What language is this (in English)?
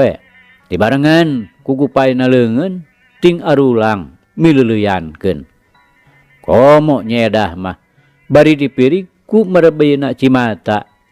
Sundanese